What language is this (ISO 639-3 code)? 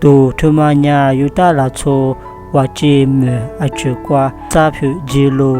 lis